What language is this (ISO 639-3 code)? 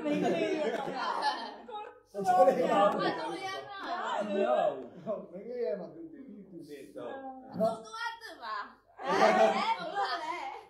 mya